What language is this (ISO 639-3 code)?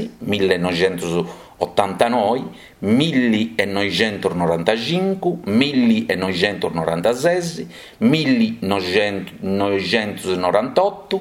srd